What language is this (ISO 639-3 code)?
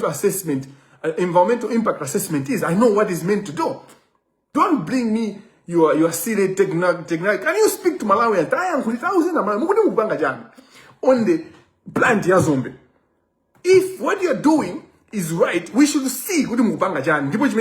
nya